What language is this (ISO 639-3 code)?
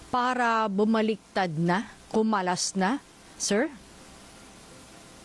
fil